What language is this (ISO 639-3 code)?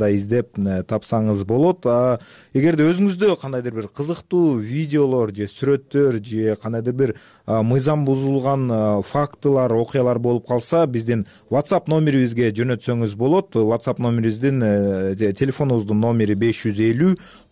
kir